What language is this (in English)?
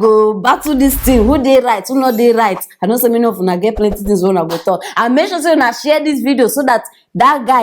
Nigerian Pidgin